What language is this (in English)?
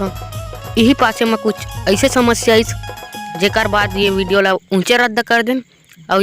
Chhattisgarhi